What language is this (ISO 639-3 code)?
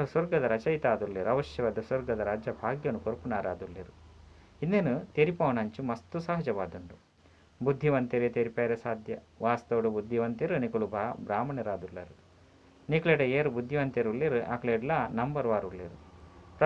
tcy